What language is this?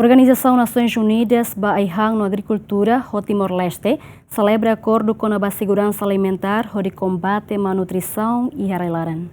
Tetum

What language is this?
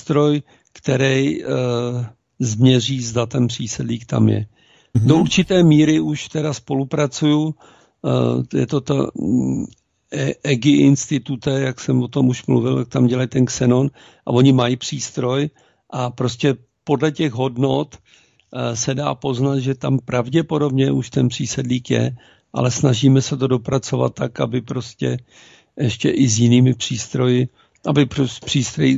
Czech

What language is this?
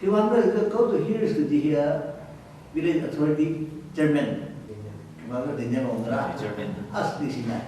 Tangkhul Naga (India)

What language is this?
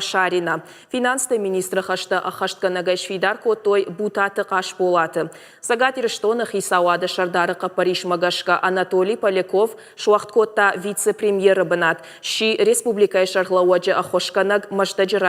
Ossetic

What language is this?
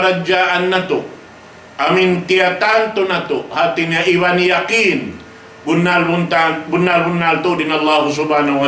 Tausug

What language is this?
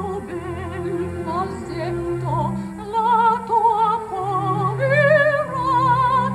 Italian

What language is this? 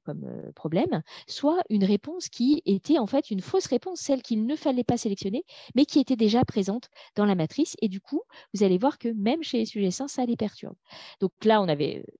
French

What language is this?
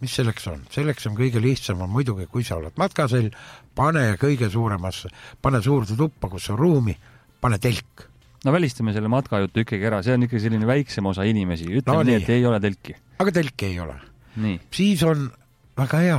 Estonian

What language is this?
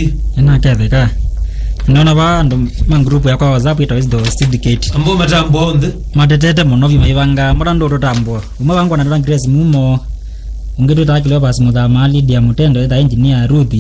Kamba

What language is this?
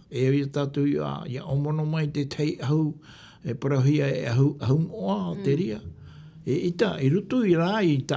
Tahitian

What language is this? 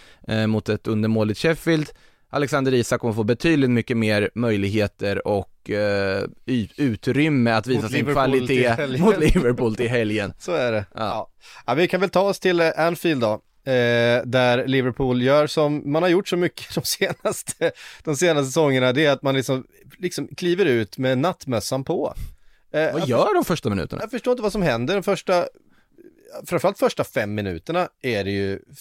Swedish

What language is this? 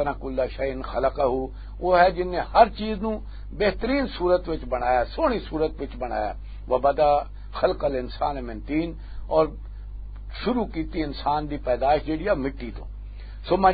Western Panjabi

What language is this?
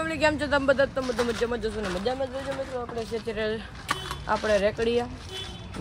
Gujarati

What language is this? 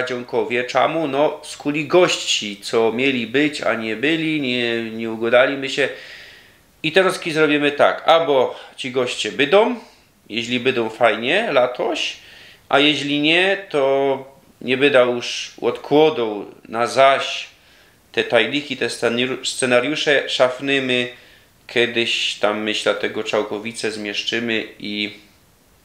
Silesian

